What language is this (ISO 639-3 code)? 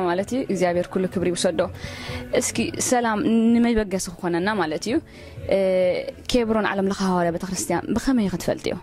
tir